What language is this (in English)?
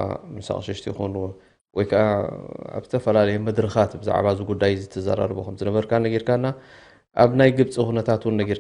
Tigrinya